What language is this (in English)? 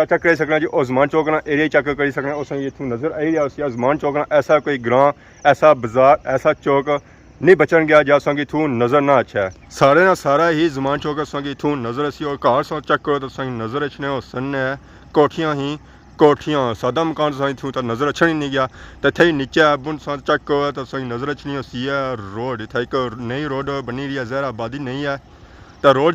Pahari-Potwari